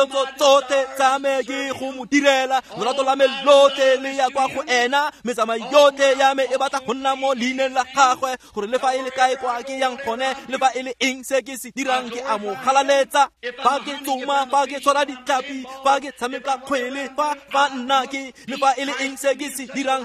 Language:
Tswana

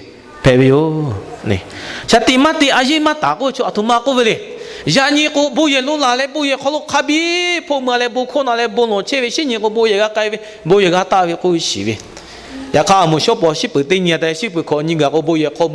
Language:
Lahu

